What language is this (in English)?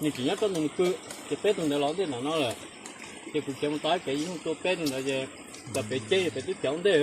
Hmong